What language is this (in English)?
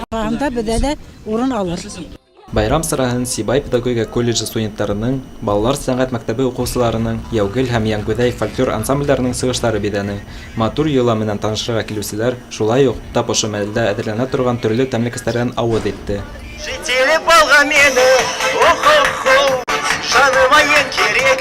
Bashkir